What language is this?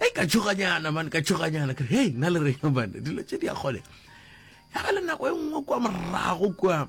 Northern Sotho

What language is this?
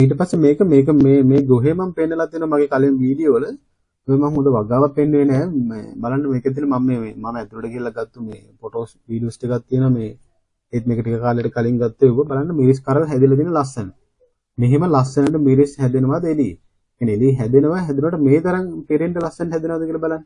Sinhala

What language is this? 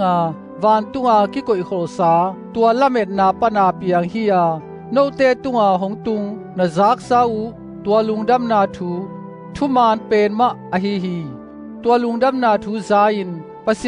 Tedim Chin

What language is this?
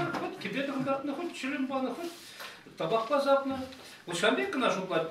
Chuvash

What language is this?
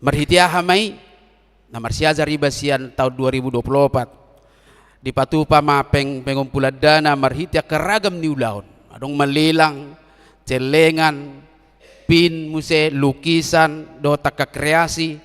Batak Toba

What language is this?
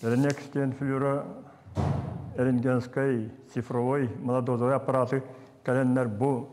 Yakut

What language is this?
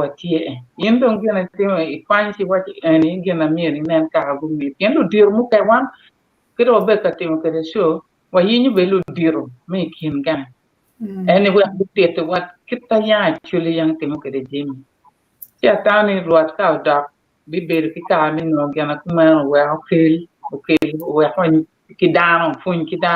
Acoli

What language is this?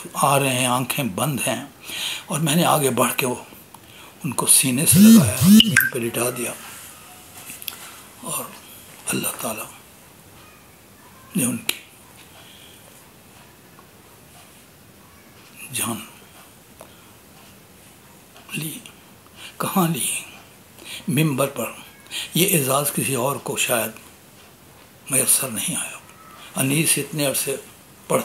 Urdu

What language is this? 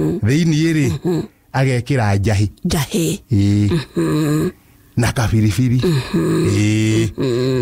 Kikuyu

